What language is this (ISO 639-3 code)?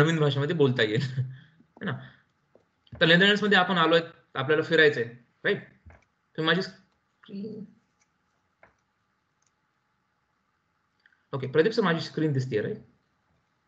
mar